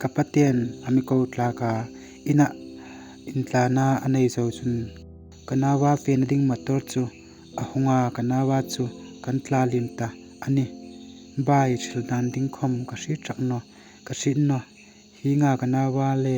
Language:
Hmar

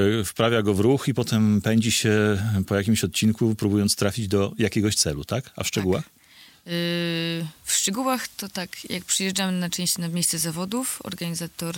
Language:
Polish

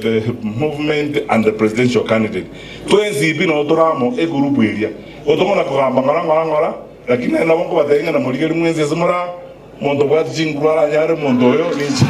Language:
Gusii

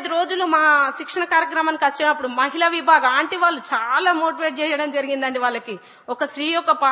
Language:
Telugu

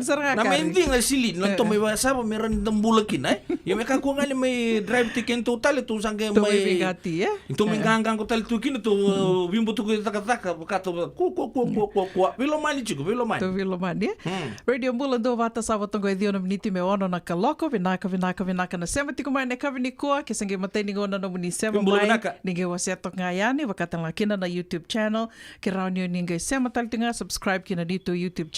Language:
Fijian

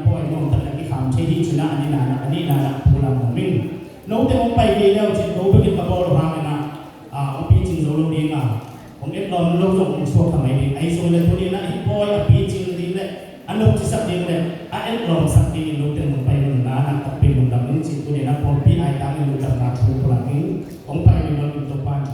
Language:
Tedim Chin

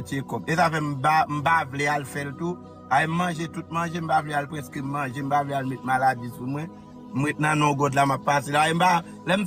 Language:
Haitian Creole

